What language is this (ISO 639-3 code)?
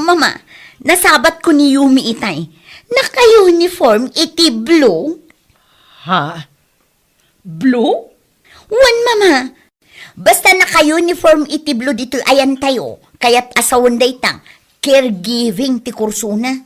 ilo